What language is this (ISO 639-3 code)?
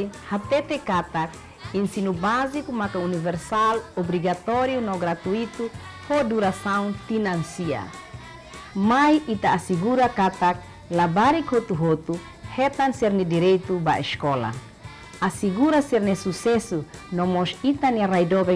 tet